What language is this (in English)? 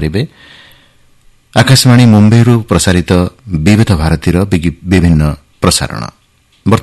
Odia